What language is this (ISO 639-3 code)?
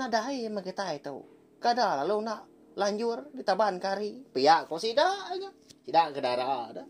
iba